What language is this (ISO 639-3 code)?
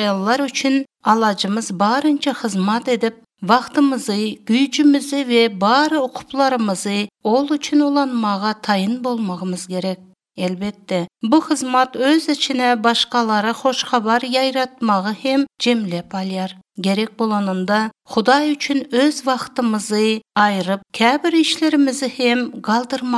tuk